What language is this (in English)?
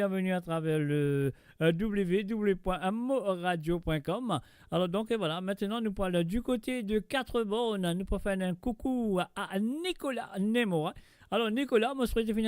Morisyen